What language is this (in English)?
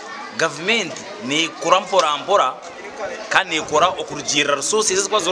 Nyankole